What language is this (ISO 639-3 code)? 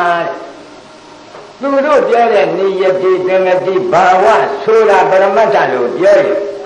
mya